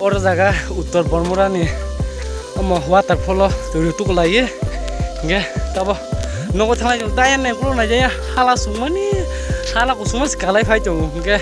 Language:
Kok Borok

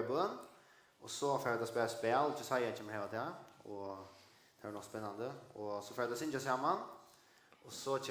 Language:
Faroese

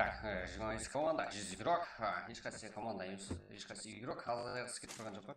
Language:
Kara-Kalpak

